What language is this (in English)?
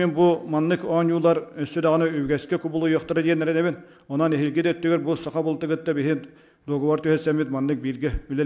Yakut